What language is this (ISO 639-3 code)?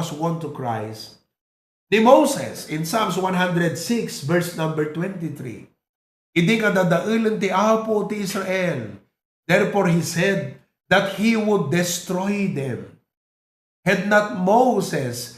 ilo